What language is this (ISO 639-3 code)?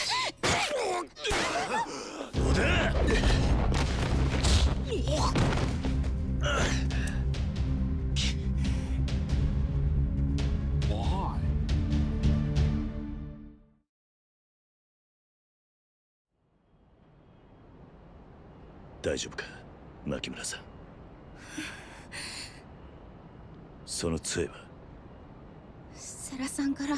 jpn